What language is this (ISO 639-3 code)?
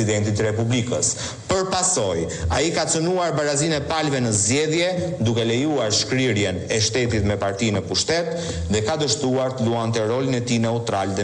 sqi